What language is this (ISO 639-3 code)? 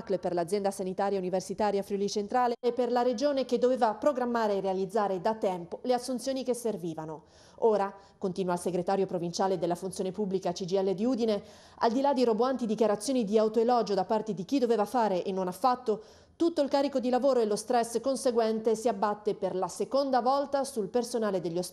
ita